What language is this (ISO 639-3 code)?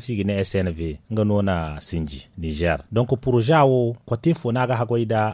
dje